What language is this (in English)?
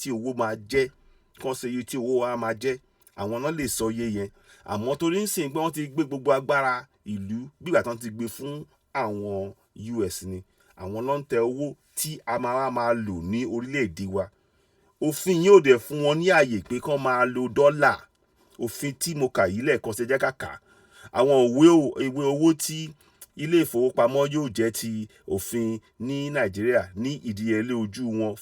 Yoruba